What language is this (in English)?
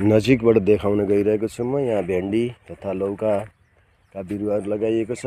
Nepali